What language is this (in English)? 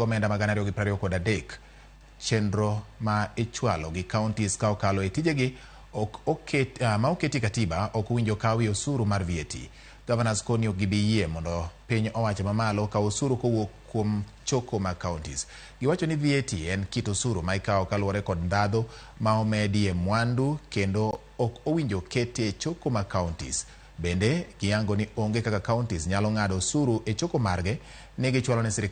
Luo (Kenya and Tanzania)